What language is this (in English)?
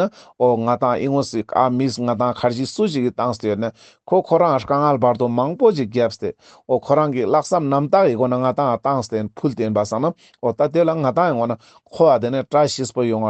Ladakhi